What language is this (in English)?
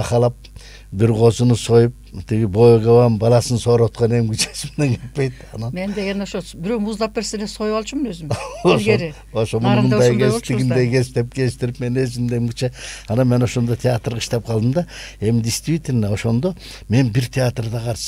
Kyrgyz